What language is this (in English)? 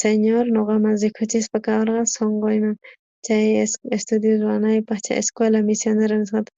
South Bolivian Quechua